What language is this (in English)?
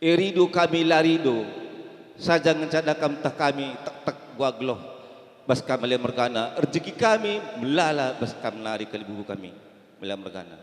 Batak Karo